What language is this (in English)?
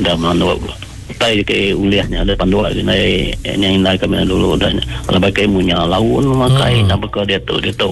Iban